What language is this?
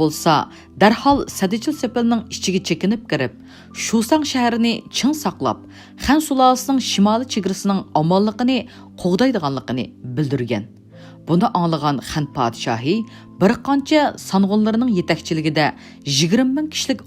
Uyghur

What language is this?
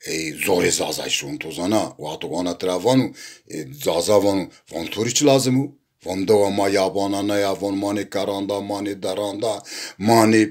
Zaza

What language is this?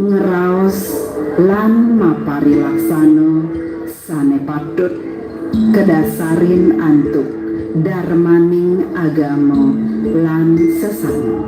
Balinese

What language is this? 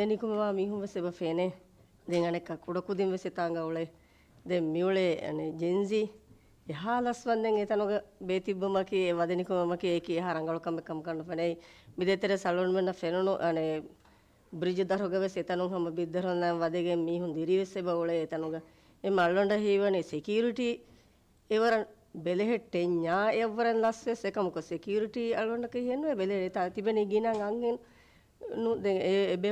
Divehi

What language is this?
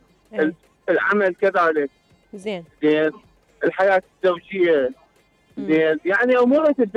Mesopotamian Arabic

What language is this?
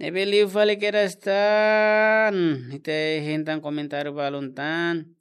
Tetum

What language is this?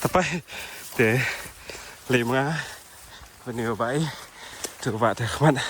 Khasi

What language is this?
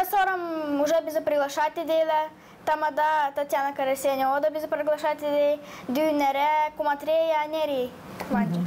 Gagauz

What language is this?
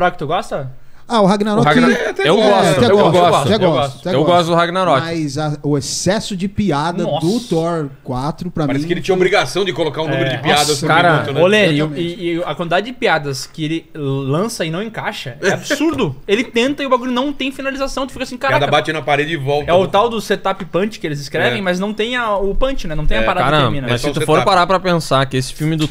Portuguese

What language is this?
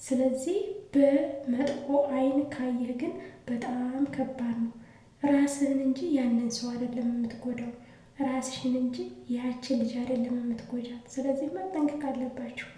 Amharic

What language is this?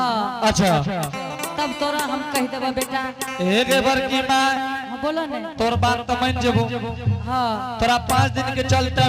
Angika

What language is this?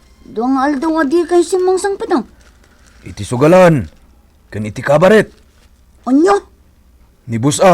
Iloko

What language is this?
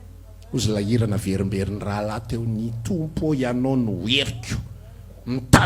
Malagasy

